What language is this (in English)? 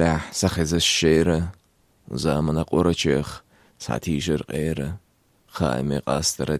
Chechen